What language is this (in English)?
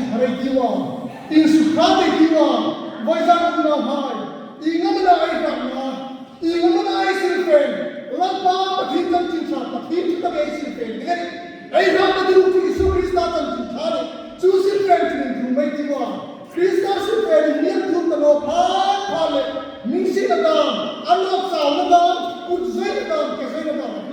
Hmar